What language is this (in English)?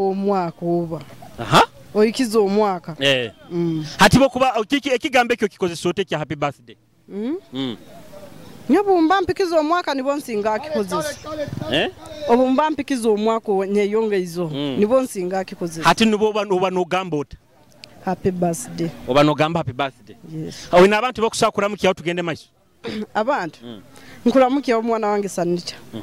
Nyoro